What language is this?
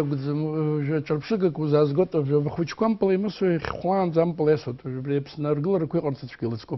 Abkhazian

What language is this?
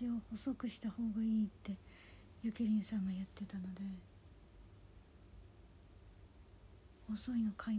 Japanese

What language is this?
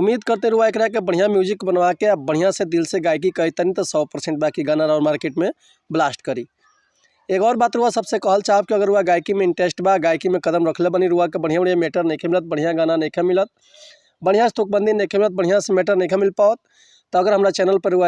Bhojpuri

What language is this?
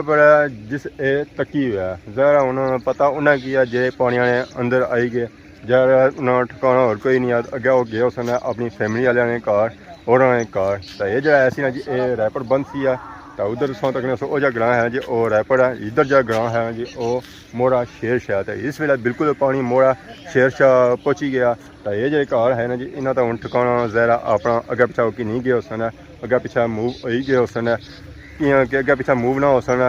Pahari-Potwari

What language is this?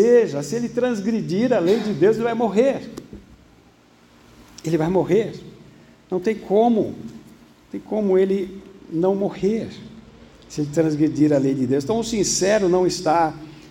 Portuguese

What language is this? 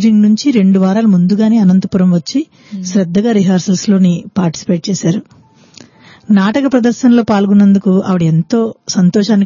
Telugu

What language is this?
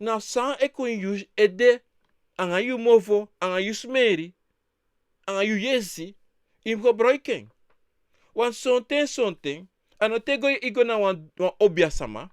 Sranan Tongo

